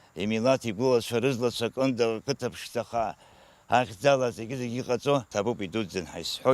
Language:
Abkhazian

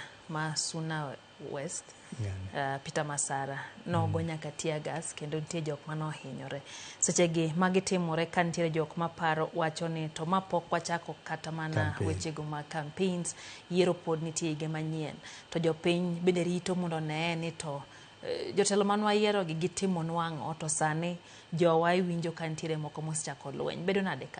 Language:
Luo (Kenya and Tanzania)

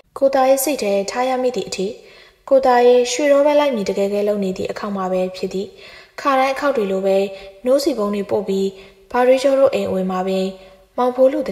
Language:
Burmese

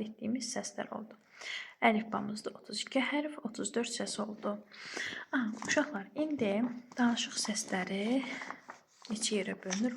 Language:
Azerbaijani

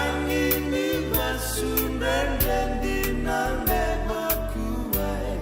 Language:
Fijian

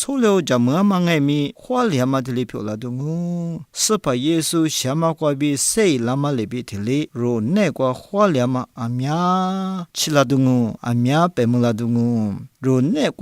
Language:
Lisu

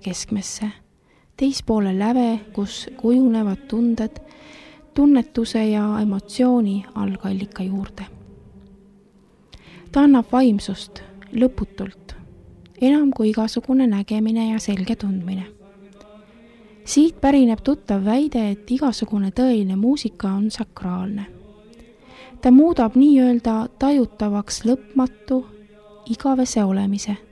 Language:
Estonian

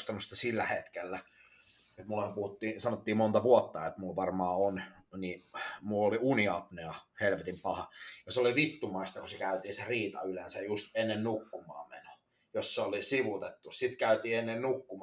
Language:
Finnish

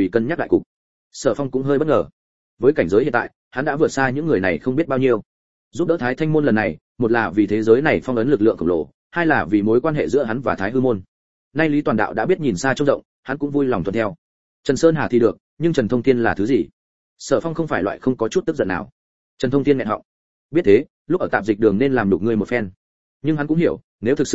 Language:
Vietnamese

